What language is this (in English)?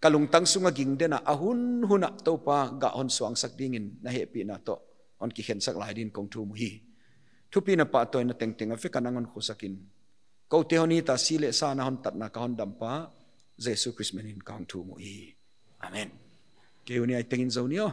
Paite Chin